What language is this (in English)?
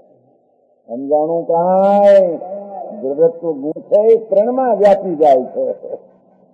Gujarati